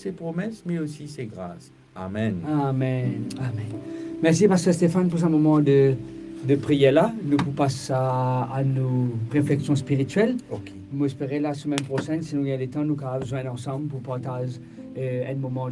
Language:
Morisyen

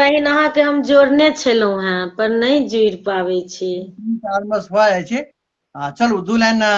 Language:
Maithili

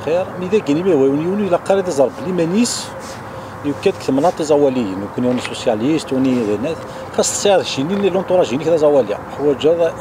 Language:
Kabyle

